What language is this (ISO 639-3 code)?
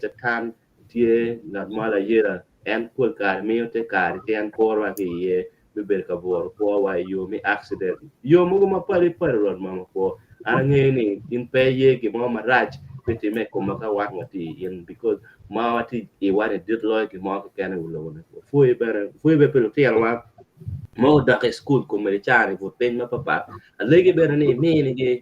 ach